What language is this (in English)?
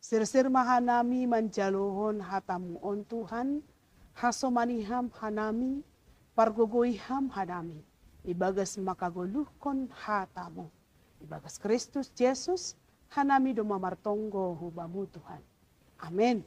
Batak Simalungun